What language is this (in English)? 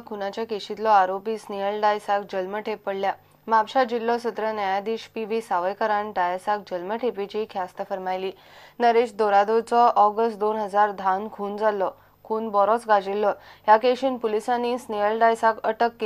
Konkani